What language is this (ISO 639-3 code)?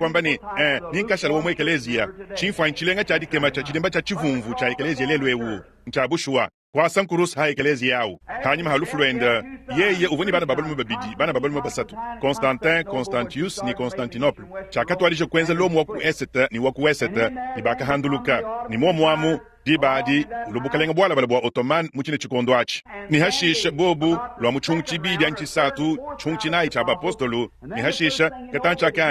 lua